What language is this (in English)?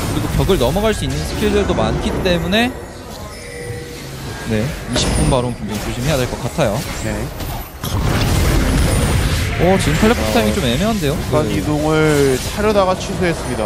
Korean